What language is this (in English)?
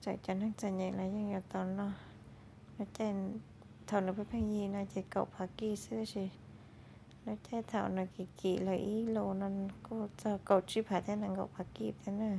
Hmong